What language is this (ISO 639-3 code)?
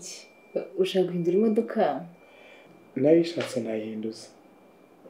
kin